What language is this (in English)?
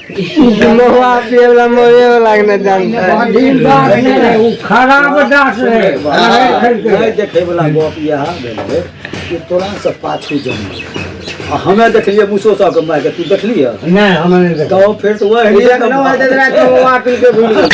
Maithili